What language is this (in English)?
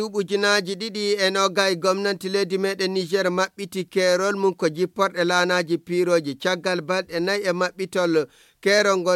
Fula